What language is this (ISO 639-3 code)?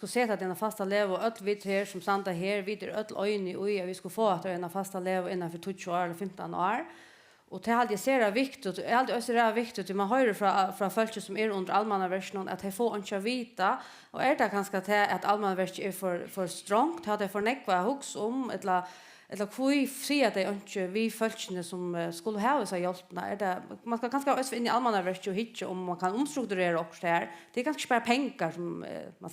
fao